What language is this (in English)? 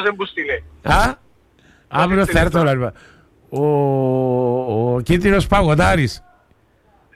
Greek